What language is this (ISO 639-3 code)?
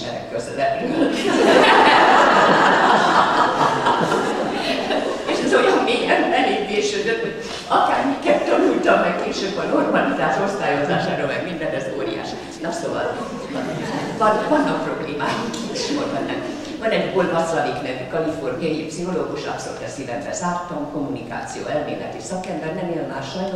hun